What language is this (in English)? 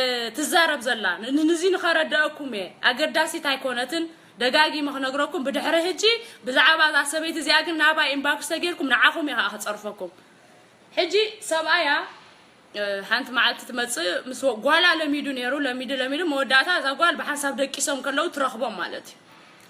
Tigrinya